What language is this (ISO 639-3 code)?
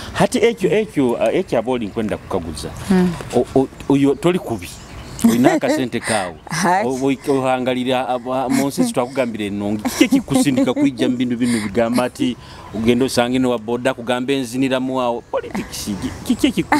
nyo